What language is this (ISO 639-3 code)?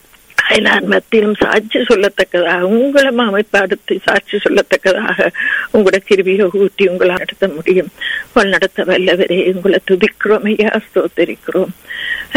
tam